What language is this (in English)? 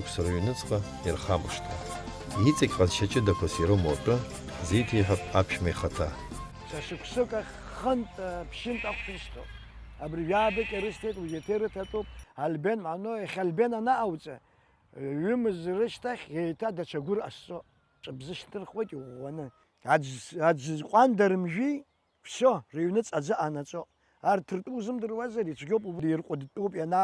Abkhazian